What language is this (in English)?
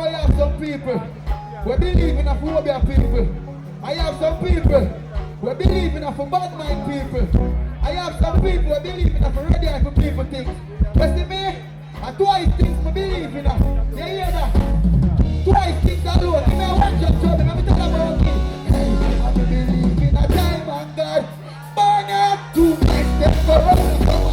Jamaican Creole English